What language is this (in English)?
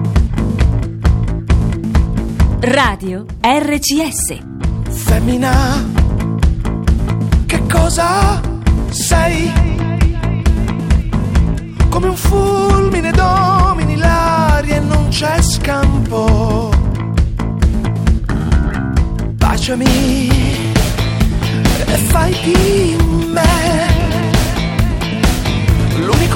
Italian